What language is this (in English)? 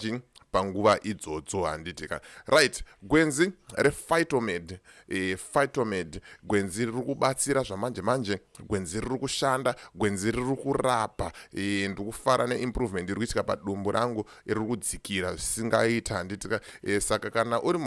Shona